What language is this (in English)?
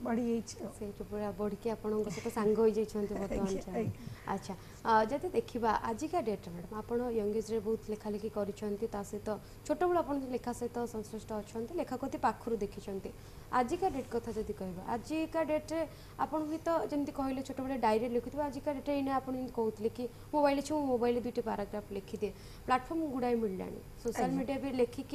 Odia